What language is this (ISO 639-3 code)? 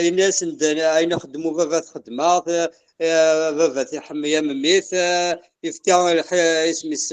kab